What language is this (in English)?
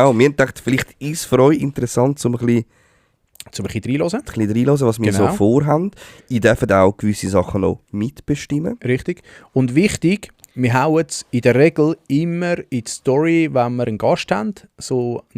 Swiss German